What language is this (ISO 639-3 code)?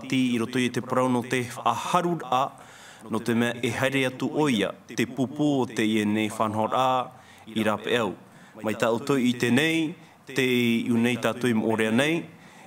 tah